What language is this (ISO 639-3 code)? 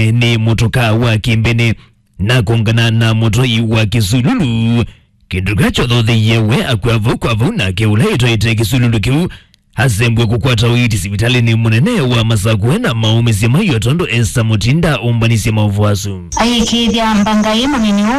kam